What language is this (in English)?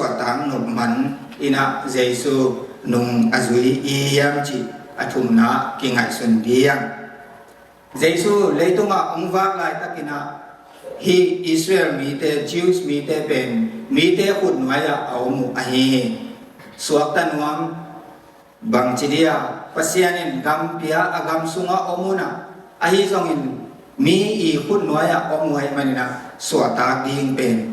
Tedim Chin